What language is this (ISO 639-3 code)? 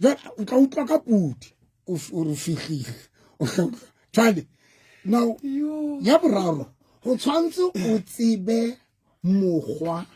sot